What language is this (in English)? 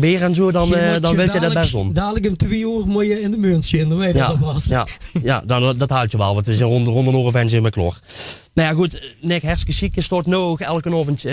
Limburgish